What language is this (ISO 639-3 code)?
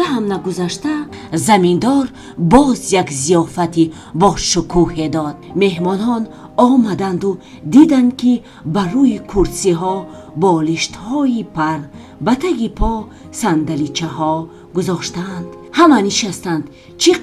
tgk